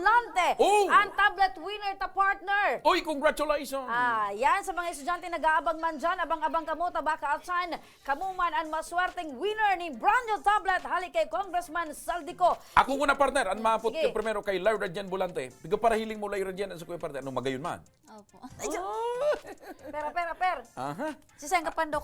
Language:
Bikol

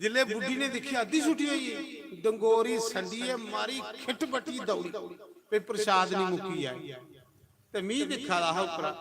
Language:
Dogri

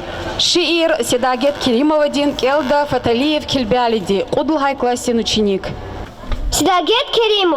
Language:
Lezghian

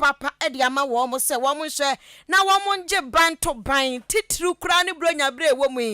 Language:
Akan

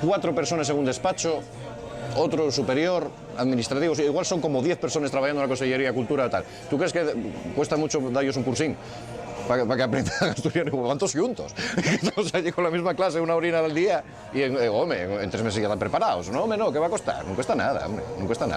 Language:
Asturian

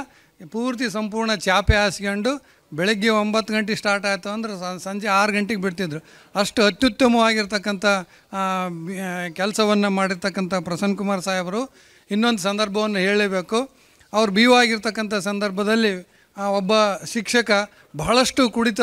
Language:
Kannada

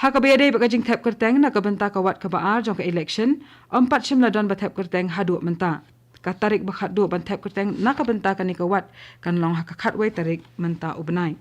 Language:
Khasi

